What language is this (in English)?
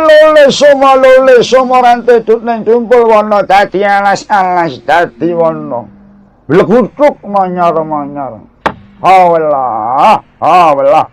Javanese